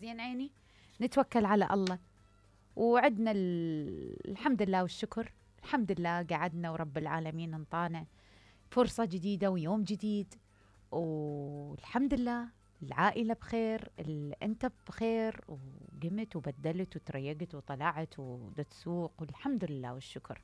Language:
Mesopotamian Arabic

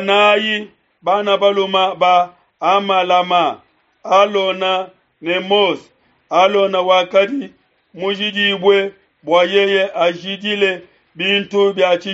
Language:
Luba-Lulua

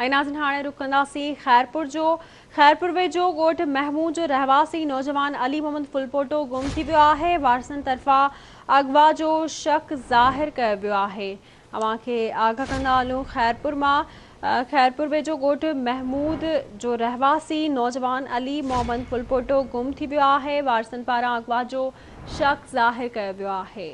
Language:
Sindhi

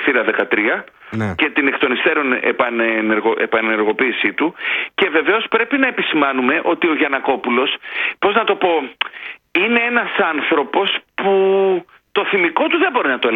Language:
Greek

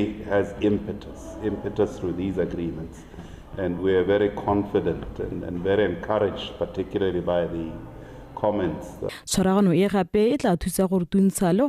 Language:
Tswana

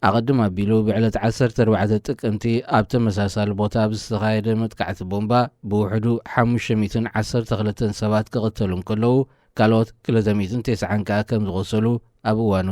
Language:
Tigrinya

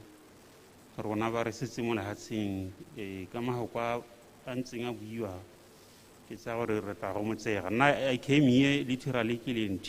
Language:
Tswana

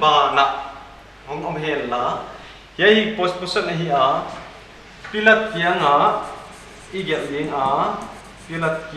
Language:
Paite Chin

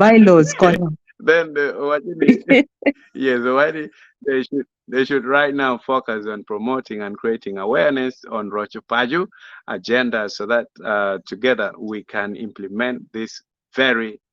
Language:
Acoli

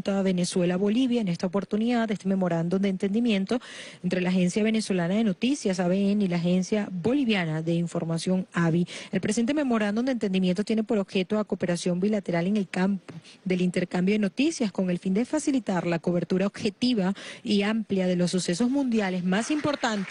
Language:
Spanish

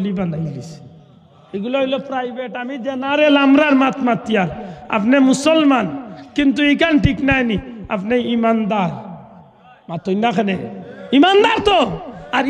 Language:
Sylheti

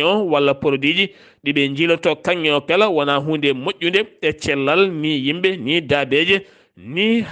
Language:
Fula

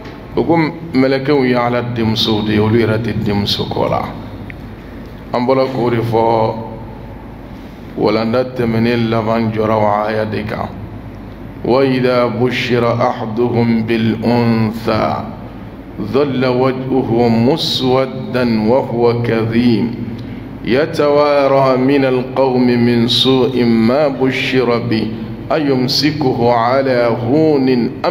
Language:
Bambara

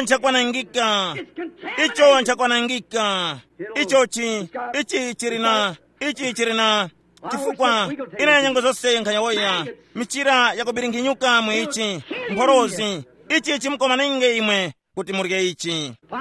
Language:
Tumbuka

